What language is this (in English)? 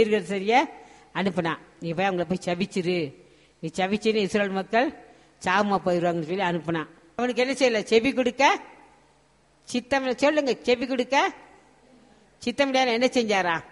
Tamil